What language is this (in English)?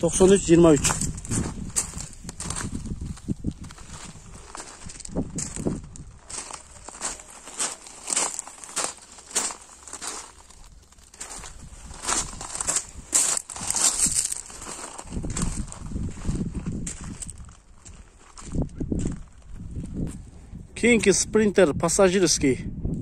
Kyrgyz